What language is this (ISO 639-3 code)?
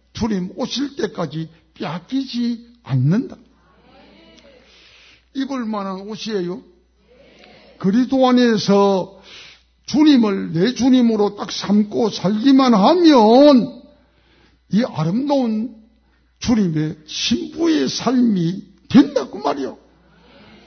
kor